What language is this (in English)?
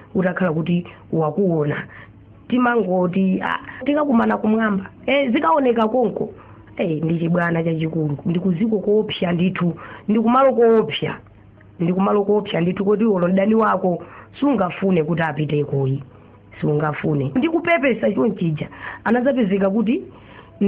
Nyanja